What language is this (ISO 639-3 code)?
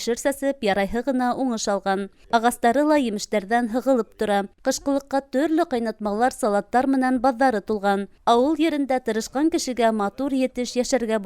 bak